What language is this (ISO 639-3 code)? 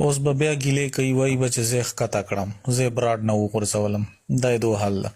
pus